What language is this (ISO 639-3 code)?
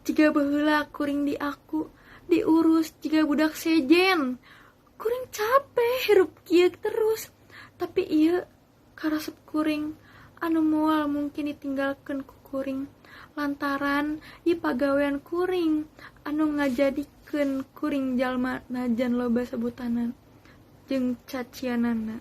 sun